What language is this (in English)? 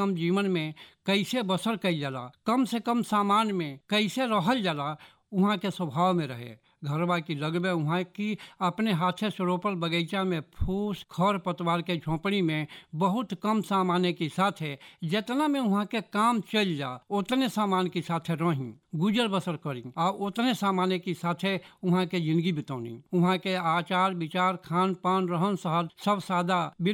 Bhojpuri